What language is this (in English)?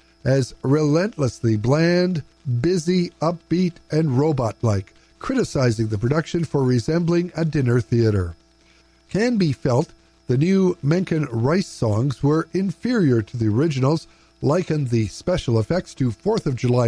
English